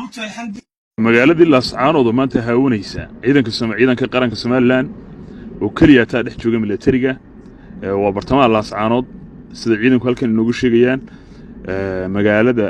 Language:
Somali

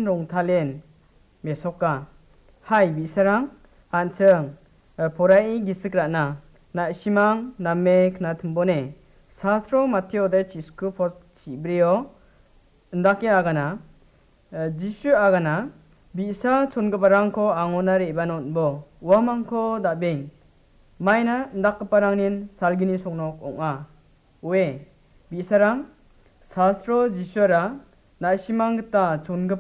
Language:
Garo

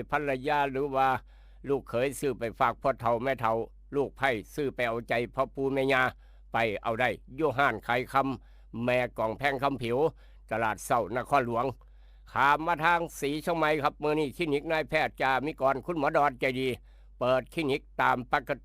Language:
Northeastern Thai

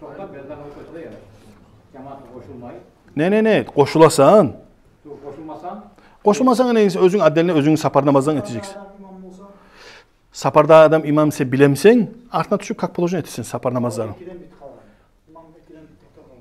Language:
Kumyk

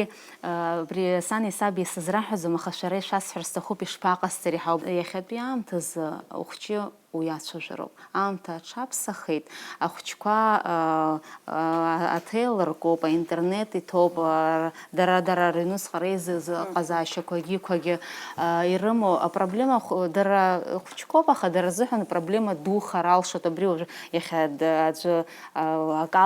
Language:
Abkhazian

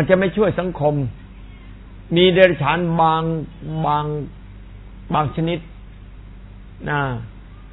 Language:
Thai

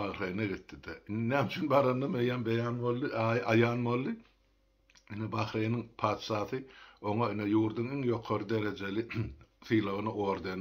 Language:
Turkmen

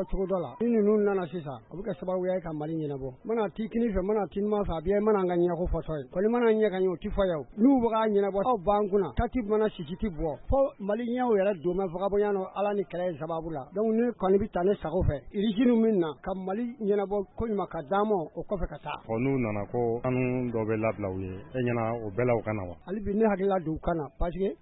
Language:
Bambara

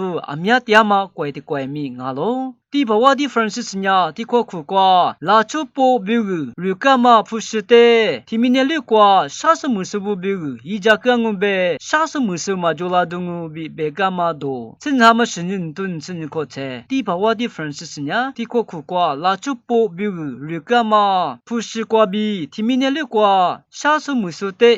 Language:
Lisu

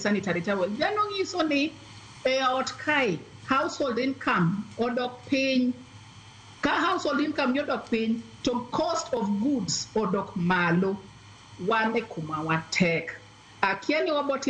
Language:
Luo (Kenya and Tanzania)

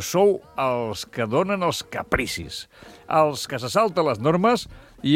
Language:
Catalan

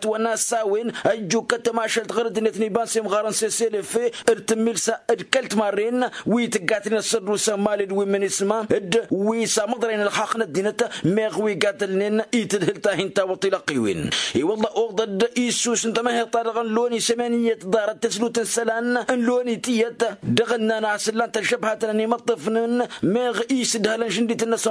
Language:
Tamasheq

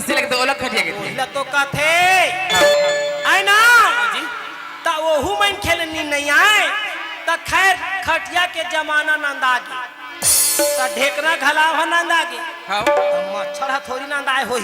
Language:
Chhattisgarhi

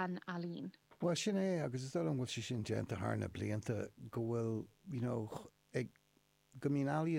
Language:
Irish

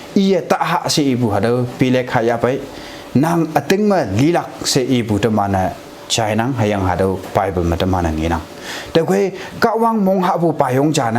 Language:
Konyak Naga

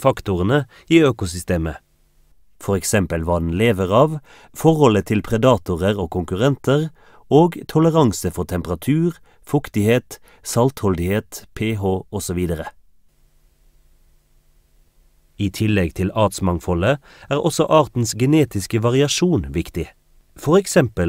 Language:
Norwegian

